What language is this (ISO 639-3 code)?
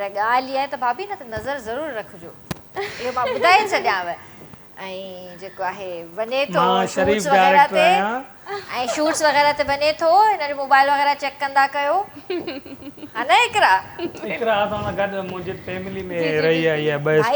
snd